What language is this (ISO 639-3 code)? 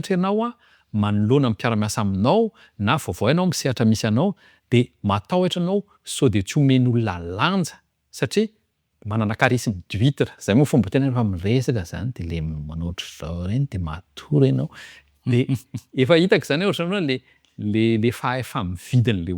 mlg